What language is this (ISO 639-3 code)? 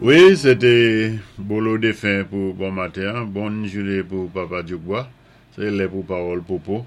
acf